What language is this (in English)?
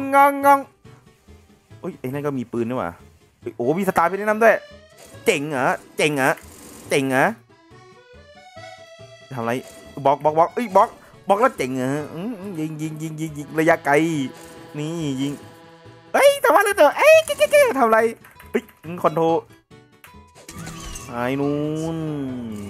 Thai